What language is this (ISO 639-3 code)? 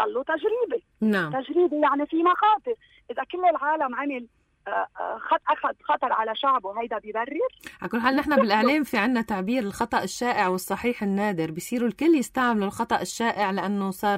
apc